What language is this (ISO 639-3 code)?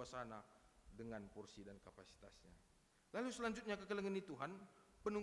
btx